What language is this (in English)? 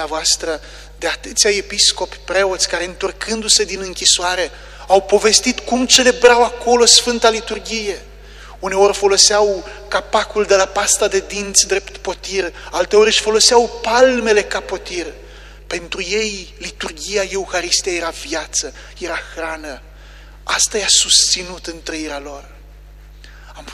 Romanian